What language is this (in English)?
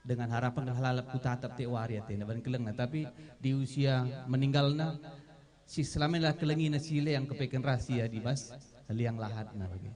Batak Karo